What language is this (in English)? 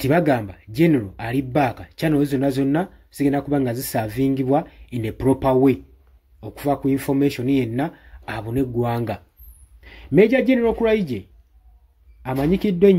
Ganda